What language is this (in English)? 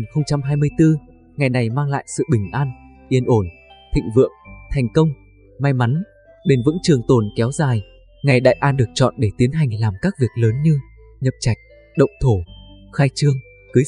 Vietnamese